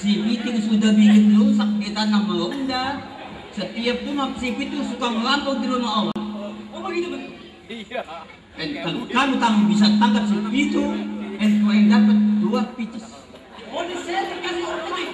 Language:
Betawi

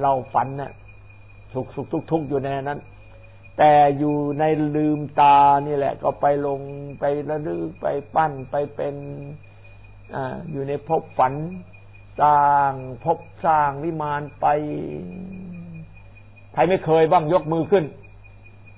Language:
Thai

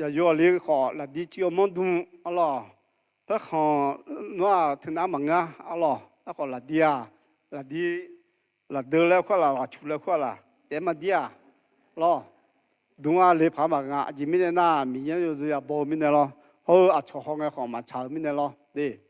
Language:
Akha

